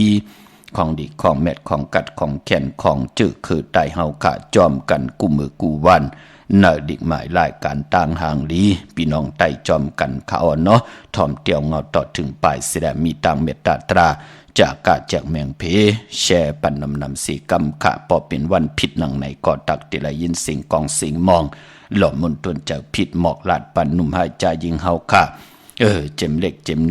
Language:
Shan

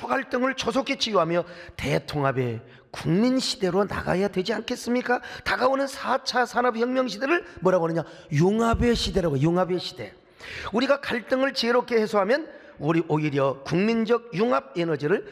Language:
Korean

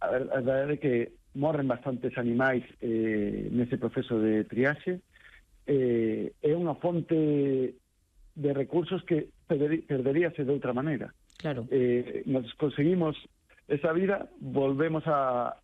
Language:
Galician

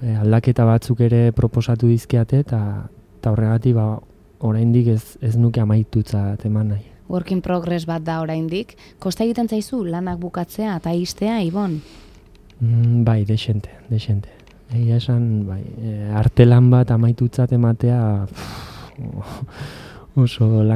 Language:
Basque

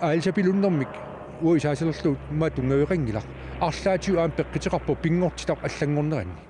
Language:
Kalaallisut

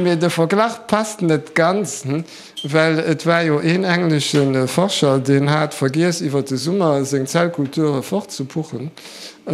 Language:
Luxembourgish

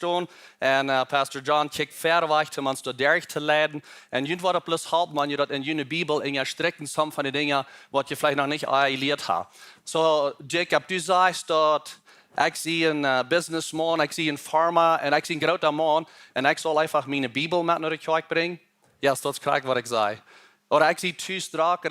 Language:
Plautdietsch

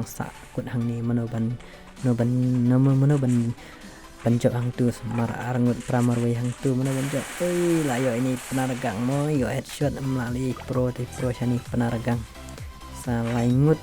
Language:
Khasi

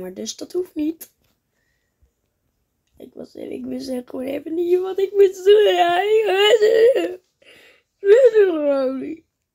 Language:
Dutch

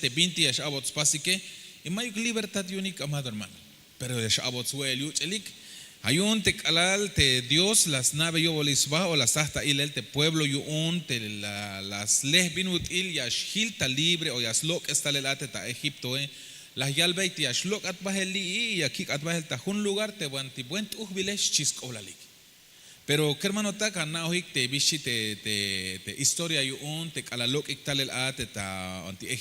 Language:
Tzeltal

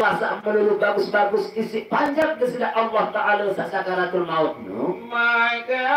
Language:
Sasak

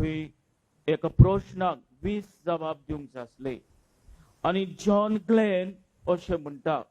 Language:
Konkani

